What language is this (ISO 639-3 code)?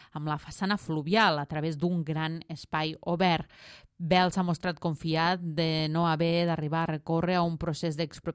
cat